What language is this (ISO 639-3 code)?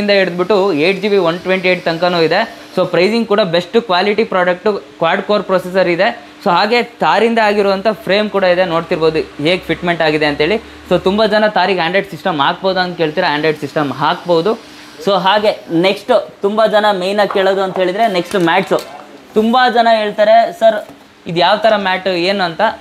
kan